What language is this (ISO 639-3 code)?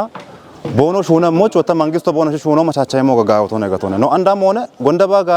kbr